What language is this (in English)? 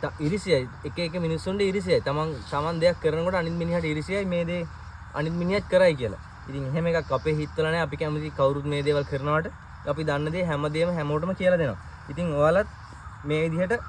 Sinhala